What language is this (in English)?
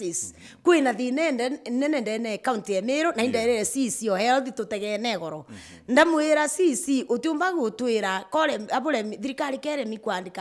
Meru